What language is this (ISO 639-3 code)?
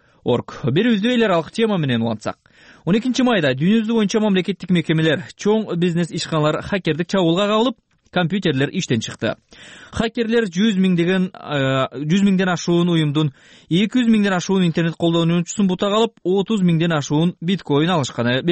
kir